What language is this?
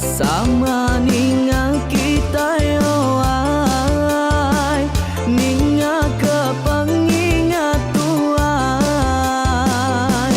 Iban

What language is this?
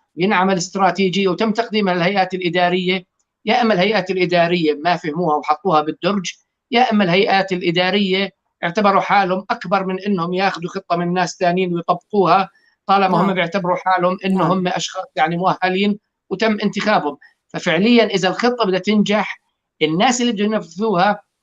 North Levantine Arabic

